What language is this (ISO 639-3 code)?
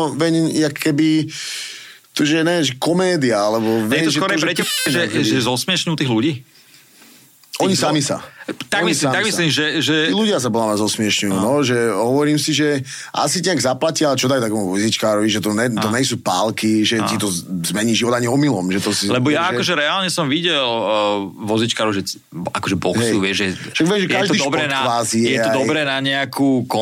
slk